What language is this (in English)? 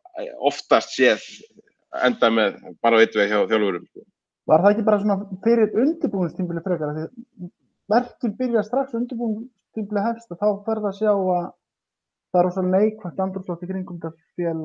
Icelandic